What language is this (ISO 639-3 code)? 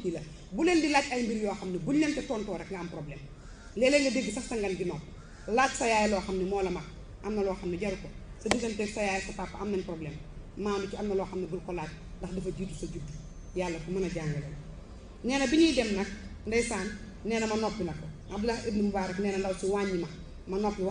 wol